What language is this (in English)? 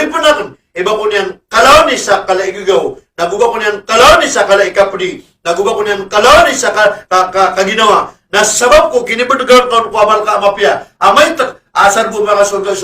Maranao